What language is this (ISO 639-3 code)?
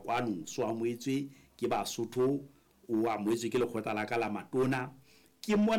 sot